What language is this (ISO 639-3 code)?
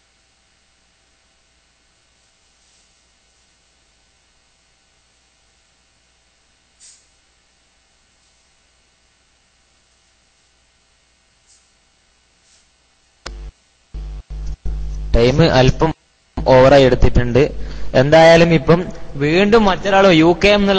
mal